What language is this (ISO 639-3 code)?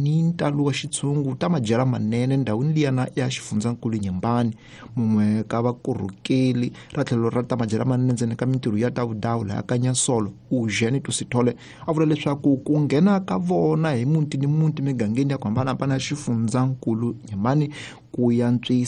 tso